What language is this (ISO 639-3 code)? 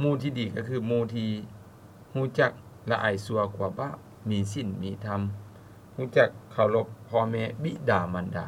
lao